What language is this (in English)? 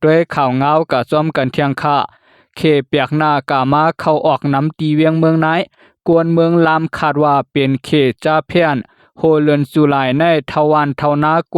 Lao